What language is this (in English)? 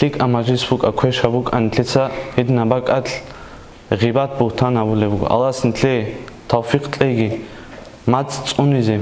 Avaric